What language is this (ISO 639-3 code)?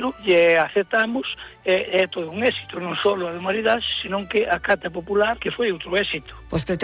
glg